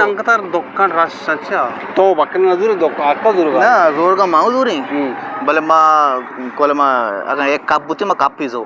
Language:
Eastern Balochi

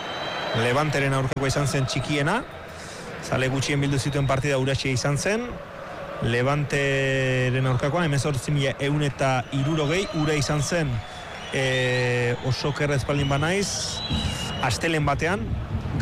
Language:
Basque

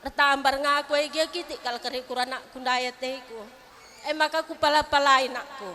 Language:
Batak Karo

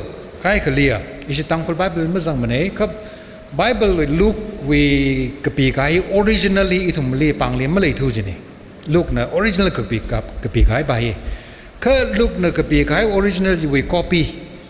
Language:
Tangkhul Naga (India)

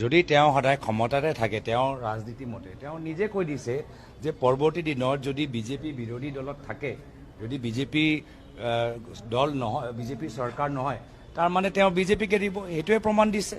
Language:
Assamese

